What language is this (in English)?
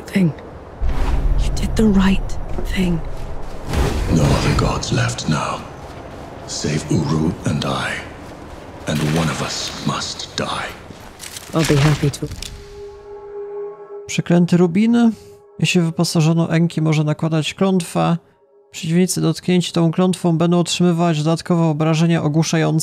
Polish